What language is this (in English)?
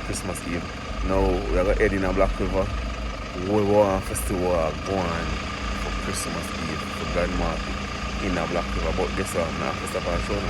Jamaican Creole English